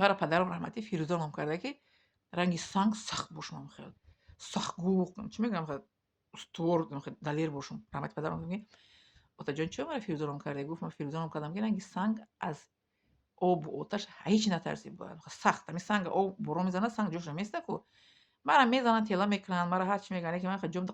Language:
Tajik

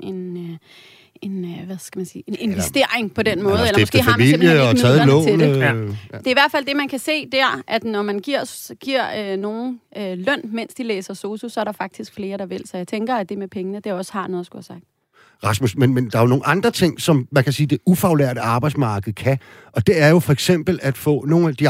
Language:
Danish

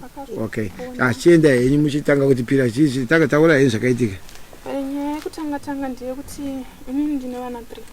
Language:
Shona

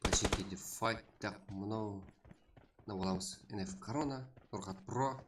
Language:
Kara-Kalpak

